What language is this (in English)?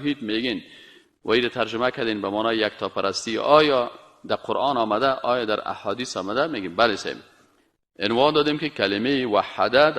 Persian